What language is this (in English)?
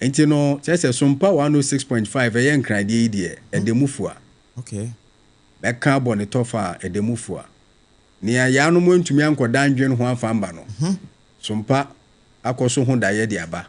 Akan